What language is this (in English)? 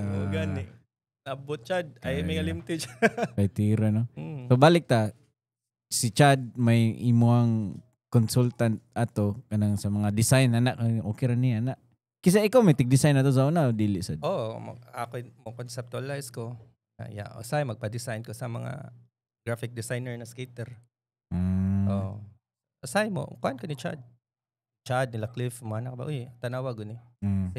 Cebuano